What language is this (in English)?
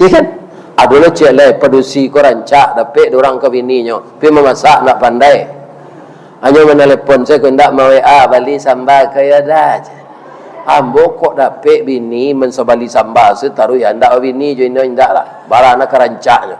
Minangkabau